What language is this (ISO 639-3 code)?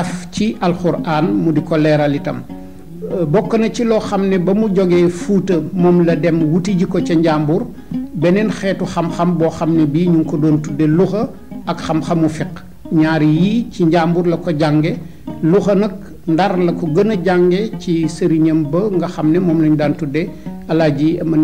wol